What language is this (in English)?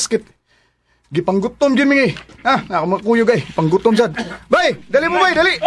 Cebuano